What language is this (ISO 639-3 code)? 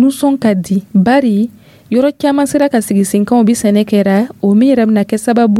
dyu